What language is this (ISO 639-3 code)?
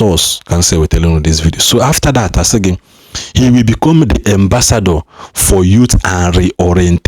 ibo